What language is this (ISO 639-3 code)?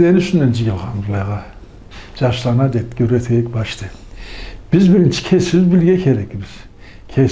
krc